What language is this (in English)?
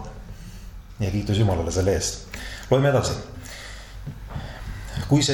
Estonian